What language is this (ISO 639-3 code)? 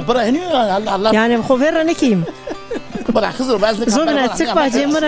zza